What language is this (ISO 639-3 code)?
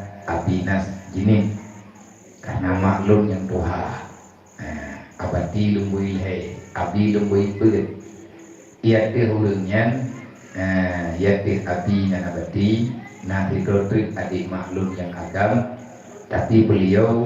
ace